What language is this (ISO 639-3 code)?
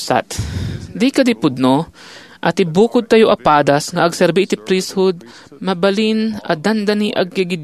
ilo